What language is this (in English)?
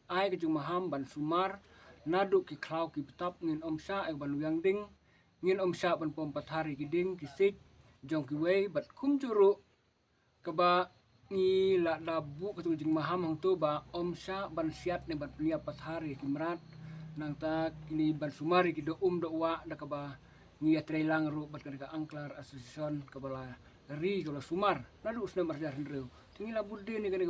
Khasi